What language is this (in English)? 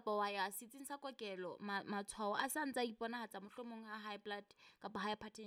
Southern Sotho